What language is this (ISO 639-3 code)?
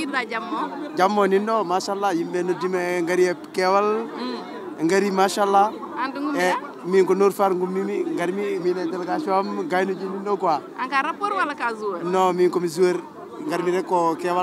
ful